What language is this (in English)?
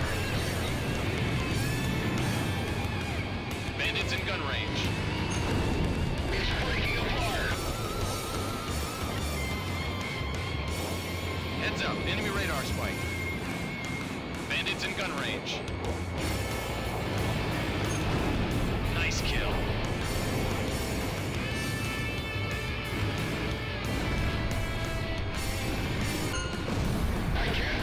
English